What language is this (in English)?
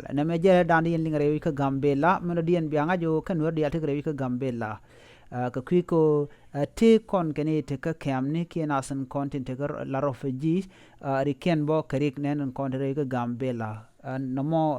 Nuer